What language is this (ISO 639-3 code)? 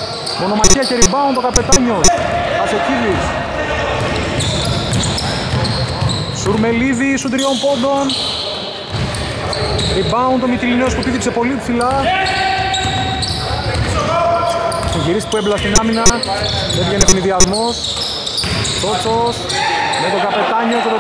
ell